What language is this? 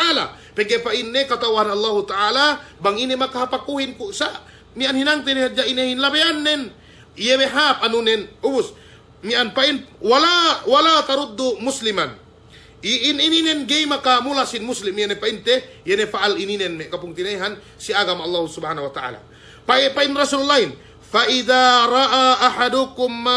Yakan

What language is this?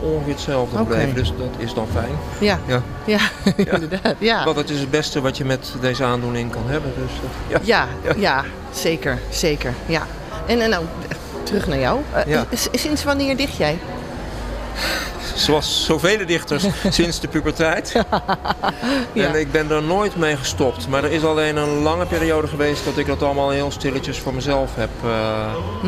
Dutch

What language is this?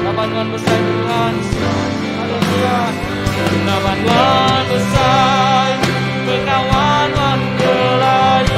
Iban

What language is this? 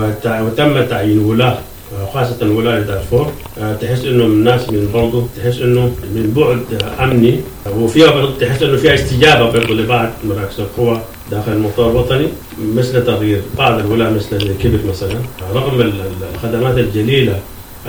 Sudanese Arabic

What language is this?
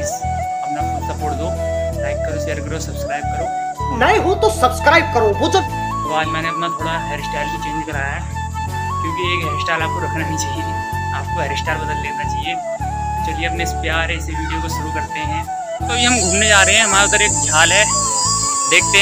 Hindi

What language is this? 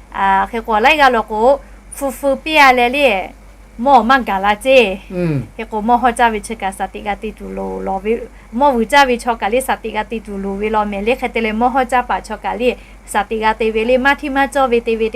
Lahu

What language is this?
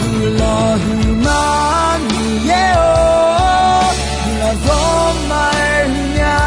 Akha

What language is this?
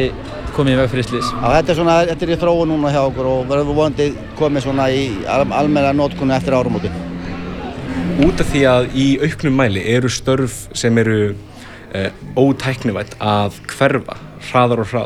Icelandic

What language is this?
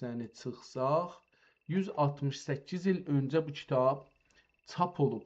South Azerbaijani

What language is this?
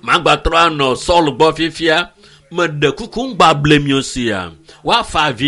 Ewe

